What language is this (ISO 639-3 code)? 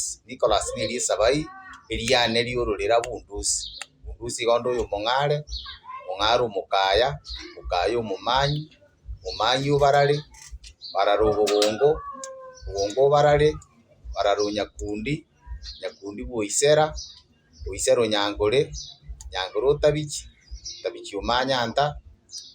guz